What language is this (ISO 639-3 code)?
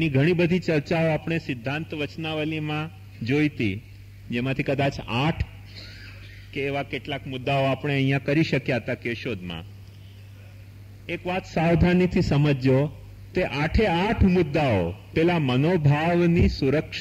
guj